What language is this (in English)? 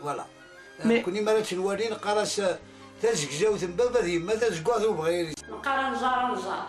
Kabyle